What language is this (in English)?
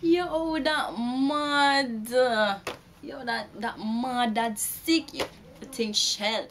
Jamaican Creole English